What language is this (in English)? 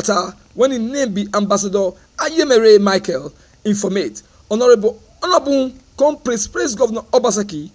Nigerian Pidgin